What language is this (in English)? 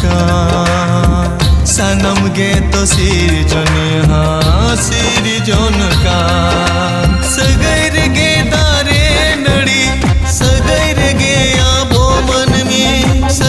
Santali